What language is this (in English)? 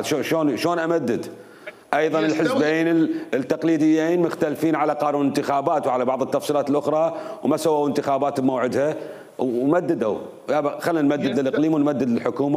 Mesopotamian Arabic